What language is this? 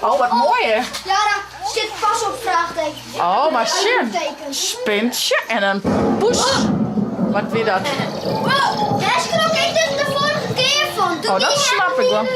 Western Frisian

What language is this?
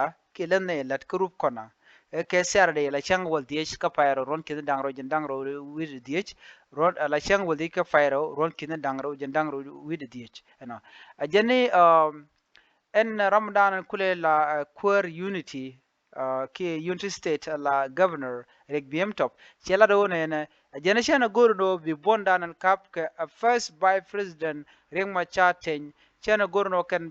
Nuer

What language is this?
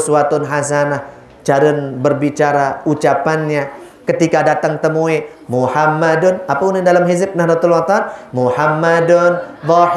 Sasak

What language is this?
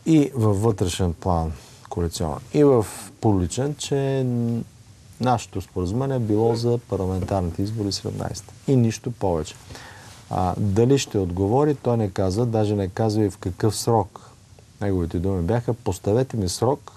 Bulgarian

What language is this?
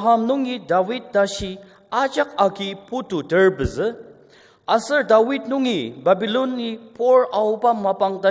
Ao Naga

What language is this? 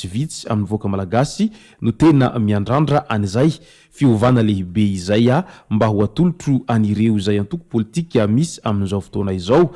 Malagasy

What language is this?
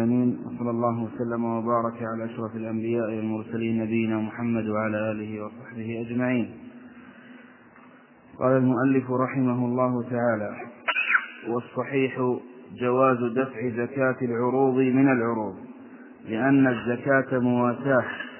Arabic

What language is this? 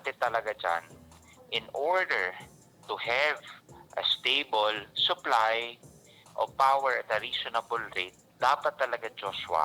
Bikol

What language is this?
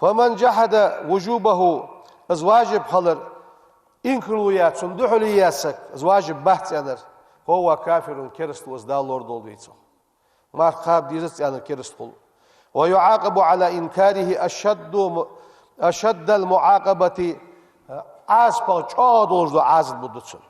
Ingush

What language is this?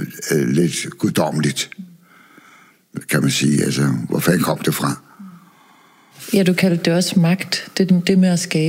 Danish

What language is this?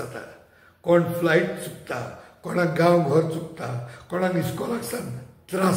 Konkani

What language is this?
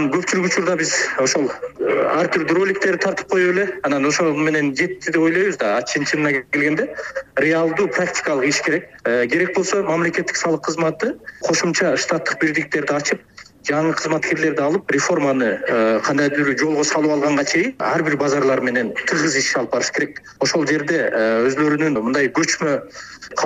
Kyrgyz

